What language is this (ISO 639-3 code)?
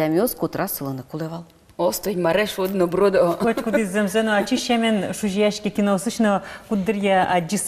udm